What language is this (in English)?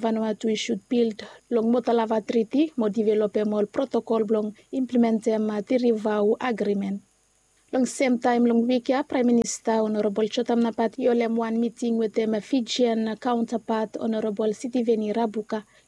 Bislama